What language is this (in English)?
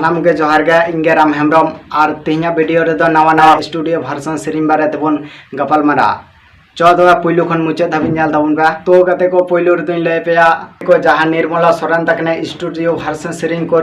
Santali